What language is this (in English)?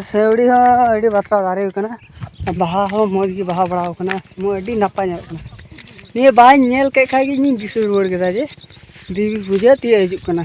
Santali